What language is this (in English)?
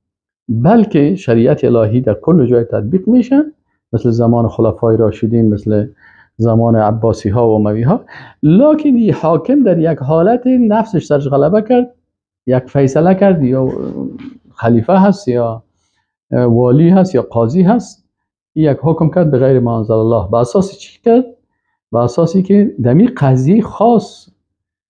Persian